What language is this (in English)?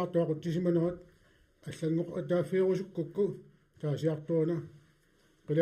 Kalaallisut